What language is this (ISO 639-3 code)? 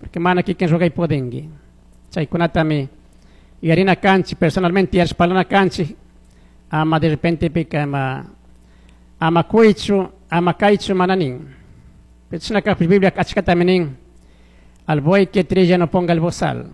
qug